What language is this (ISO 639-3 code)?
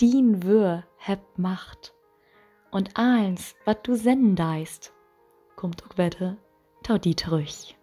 nds